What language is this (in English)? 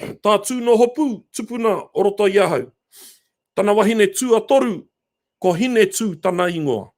Māori